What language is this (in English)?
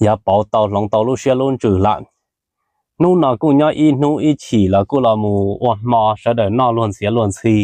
Hmong